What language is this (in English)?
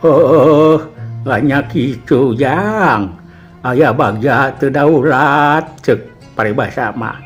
Sundanese